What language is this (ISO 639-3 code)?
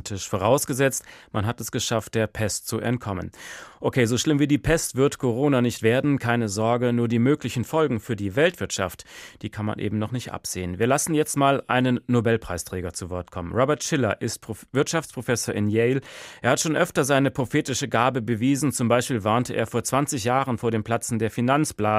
deu